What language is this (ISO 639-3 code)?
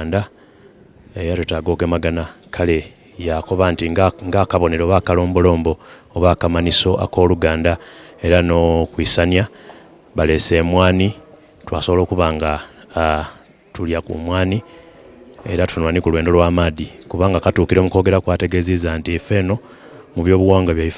xog